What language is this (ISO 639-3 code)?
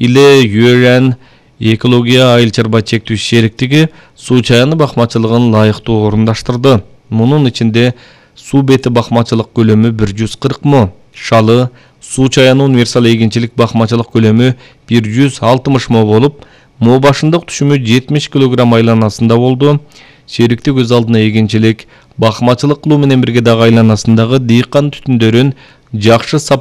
kir